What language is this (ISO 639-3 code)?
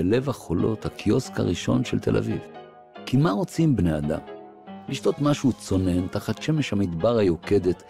heb